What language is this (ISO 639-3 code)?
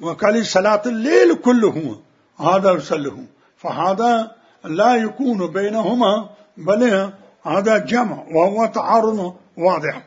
acm